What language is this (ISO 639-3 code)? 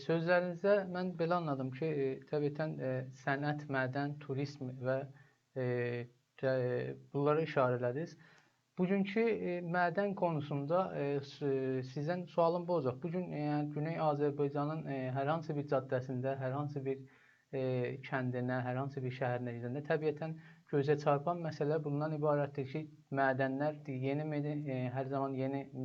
azb